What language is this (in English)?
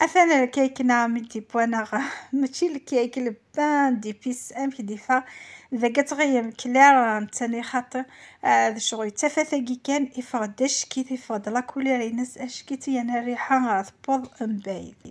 Kabyle